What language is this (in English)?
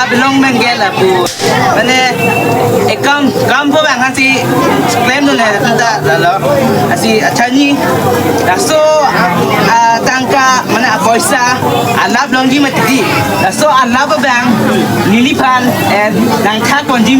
Karbi